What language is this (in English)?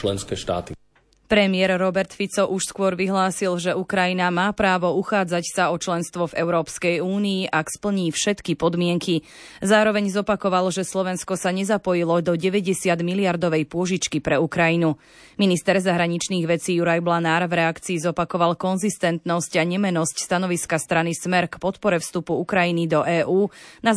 Slovak